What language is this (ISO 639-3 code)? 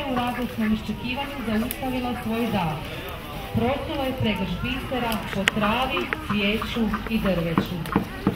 hrv